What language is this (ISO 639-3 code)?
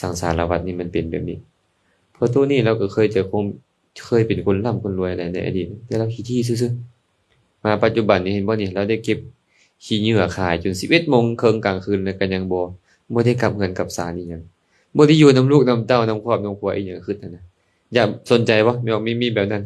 lao